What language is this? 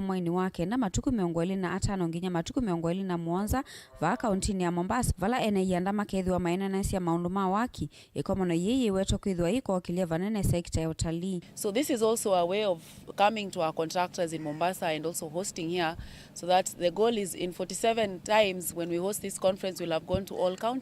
Kamba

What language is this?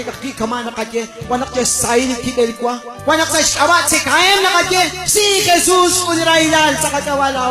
Kekchí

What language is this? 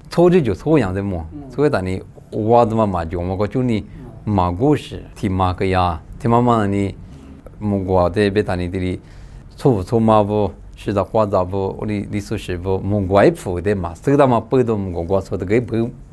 Lisu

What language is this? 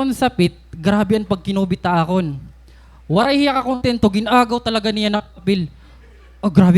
Waray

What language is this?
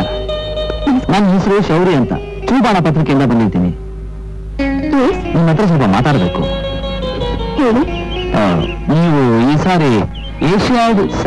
Kannada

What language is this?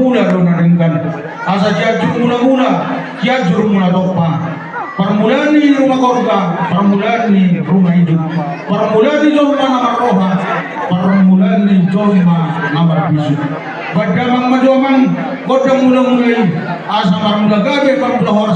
Batak Toba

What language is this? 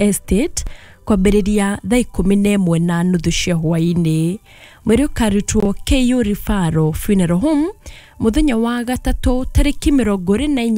Kikuyu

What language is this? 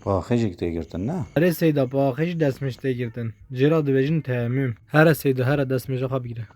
Kurdish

